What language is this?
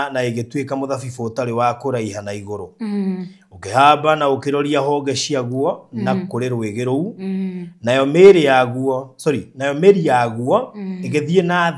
Kikuyu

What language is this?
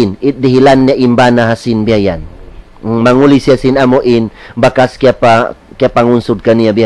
Tausug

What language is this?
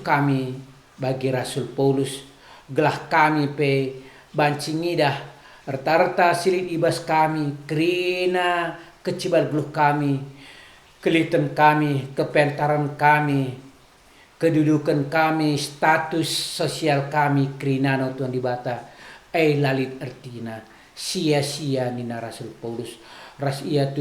Batak Karo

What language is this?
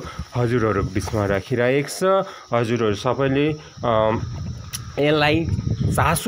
Nepali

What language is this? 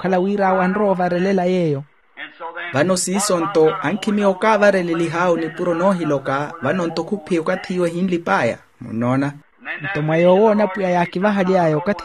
Makhuwa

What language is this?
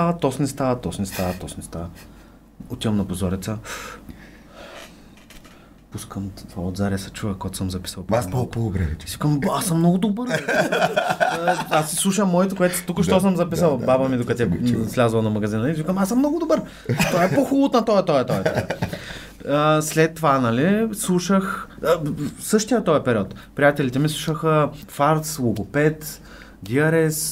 Bulgarian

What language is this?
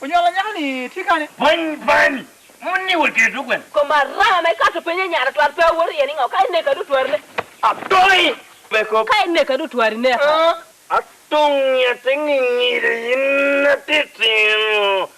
Lango (Uganda)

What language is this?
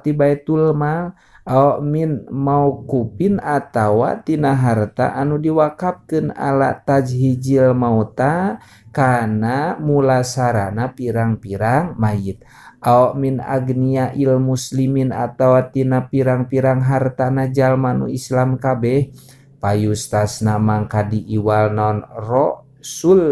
Sundanese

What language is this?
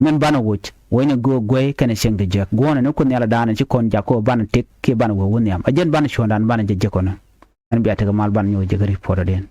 Nuer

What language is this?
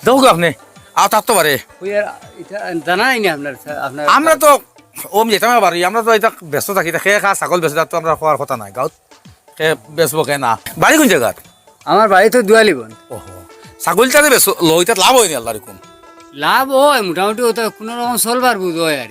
Sylheti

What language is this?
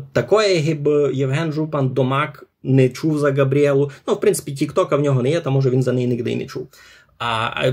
Rusyn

